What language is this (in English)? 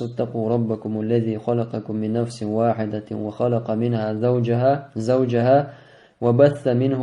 Chechen